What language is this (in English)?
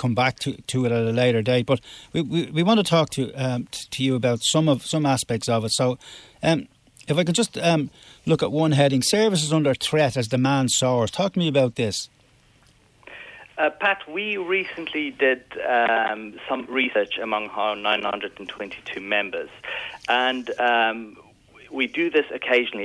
English